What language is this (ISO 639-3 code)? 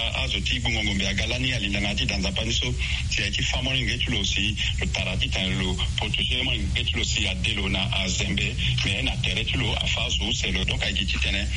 sag